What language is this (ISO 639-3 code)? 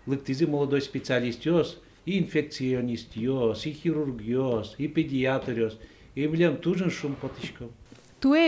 udm